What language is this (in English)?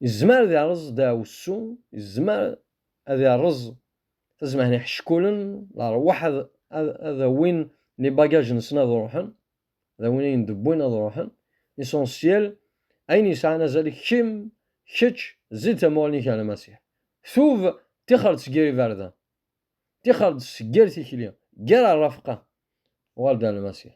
Kabyle